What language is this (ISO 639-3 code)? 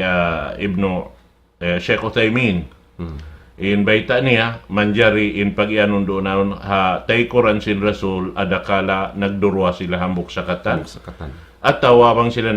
tsg